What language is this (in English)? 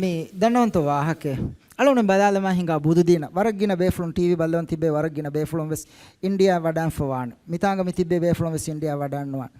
Divehi